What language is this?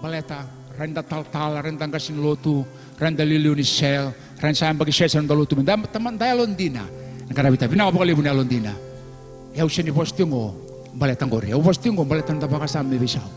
Fijian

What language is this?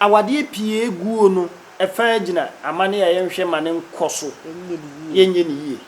Akan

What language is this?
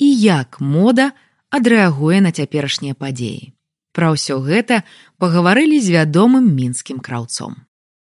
Belarusian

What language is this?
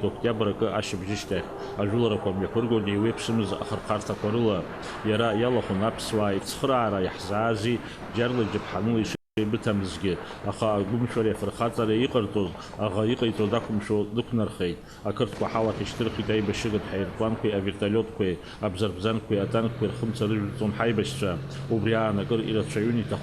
Abkhazian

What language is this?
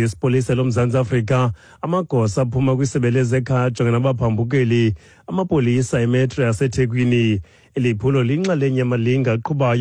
Xhosa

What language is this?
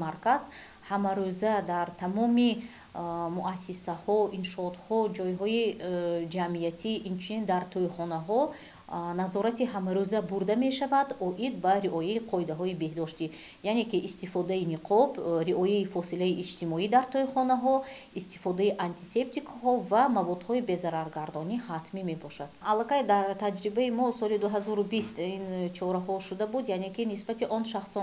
Tajik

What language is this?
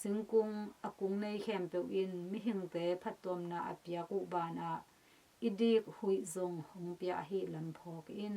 Tedim Chin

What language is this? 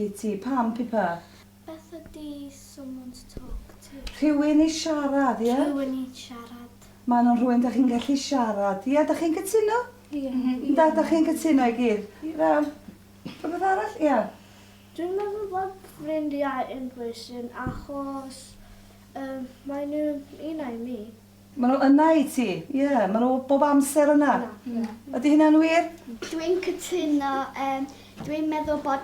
Welsh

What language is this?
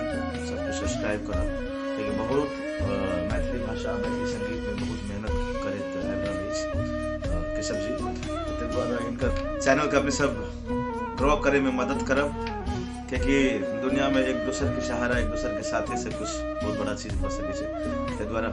Maithili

